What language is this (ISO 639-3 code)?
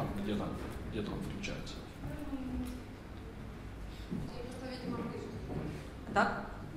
rus